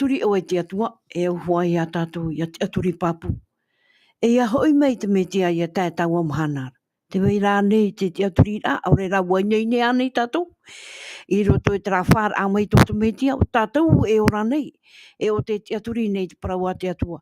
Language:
Tahitian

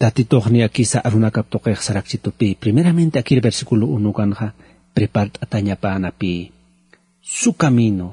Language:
Aymara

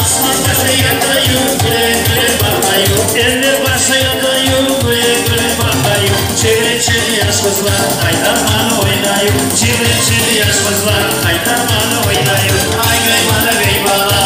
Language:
Crimean Tatar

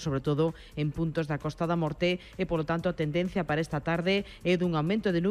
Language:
Galician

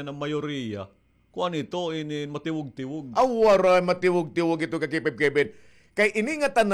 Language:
Waray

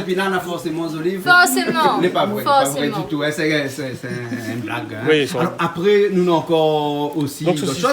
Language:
Réunion Creole French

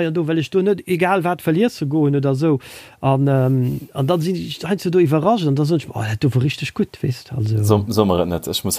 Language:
Luxembourgish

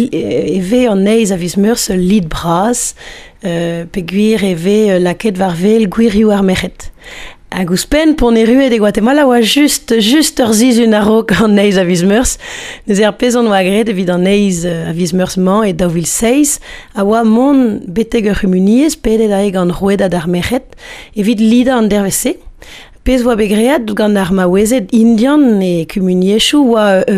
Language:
Breton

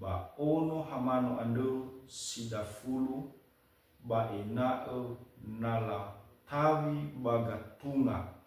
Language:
Nias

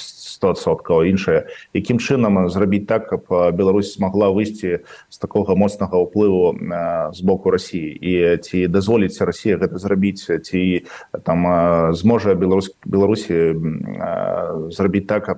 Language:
Belarusian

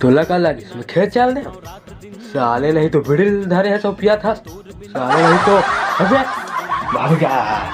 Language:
Chhattisgarhi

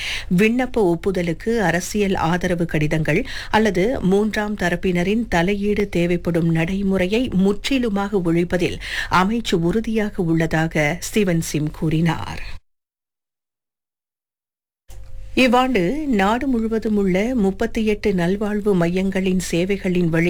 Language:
Tamil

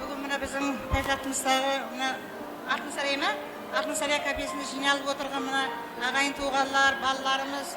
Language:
Kara-Kalpak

